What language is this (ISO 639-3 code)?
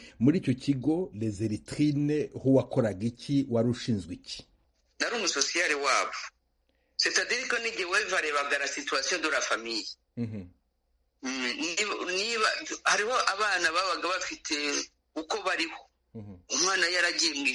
kin